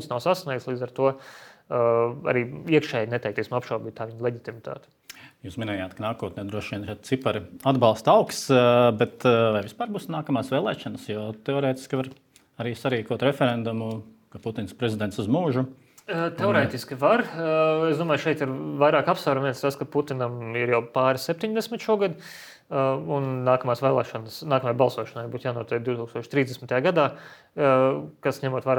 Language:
Latvian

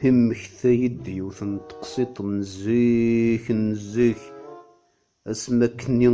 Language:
Kabyle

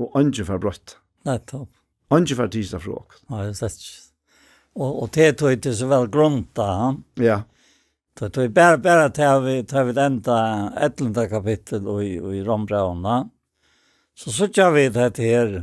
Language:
Faroese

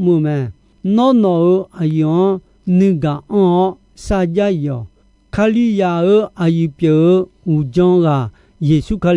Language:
Akha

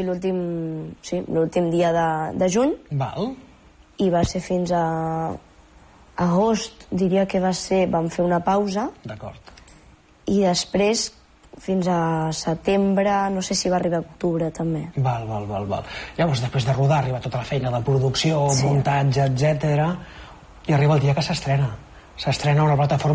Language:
Catalan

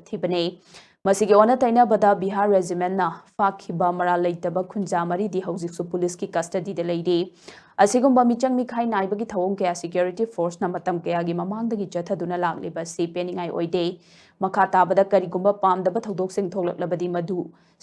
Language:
Manipuri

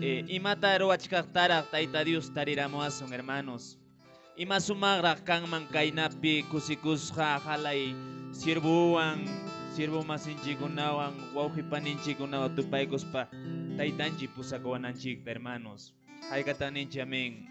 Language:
Quechua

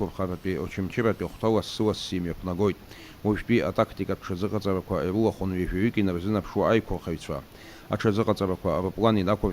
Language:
Abkhazian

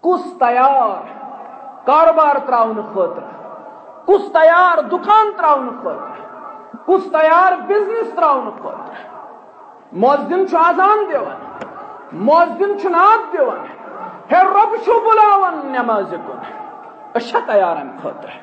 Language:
Kashmiri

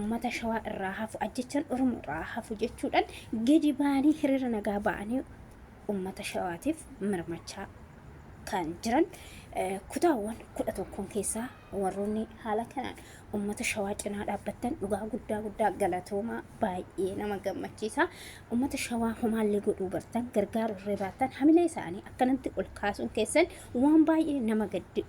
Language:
Oromo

